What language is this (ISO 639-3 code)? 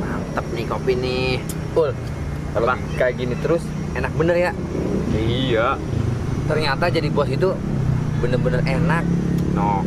bew